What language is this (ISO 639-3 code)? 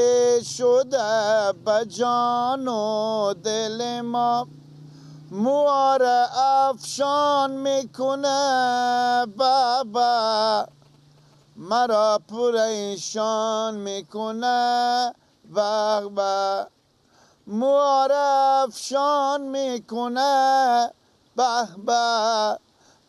fas